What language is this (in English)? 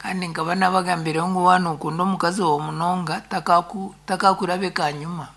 Nyankole